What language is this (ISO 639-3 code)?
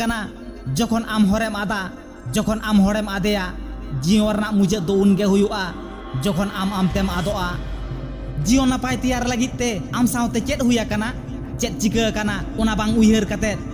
sat